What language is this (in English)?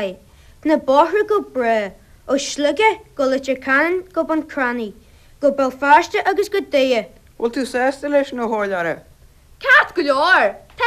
Irish